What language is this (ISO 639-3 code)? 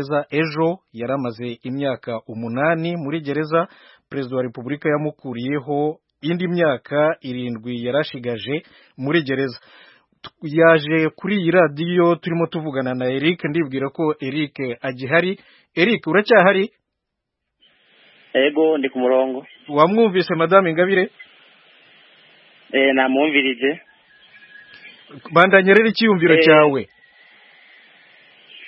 kin